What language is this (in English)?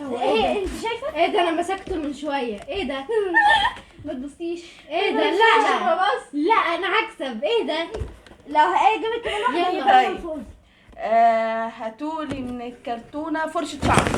Egyptian Arabic